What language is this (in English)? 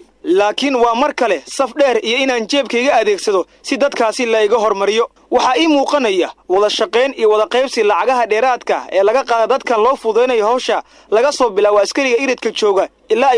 Somali